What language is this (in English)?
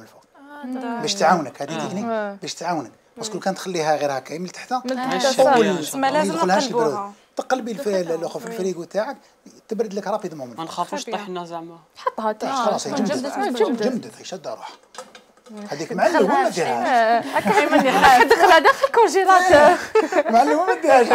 Algerian Arabic